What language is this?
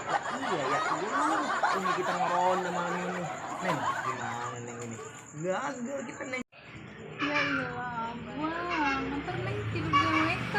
Betawi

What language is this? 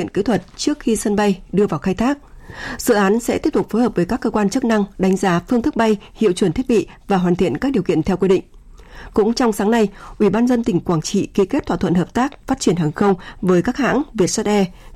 Vietnamese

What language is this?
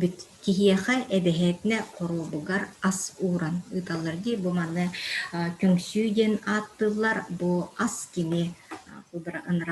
Yakut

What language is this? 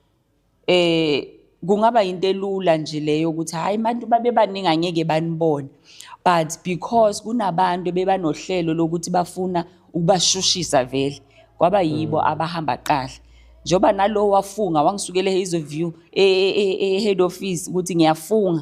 Zulu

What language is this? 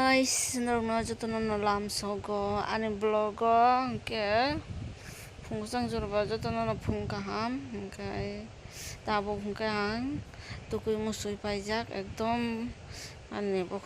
Kok Borok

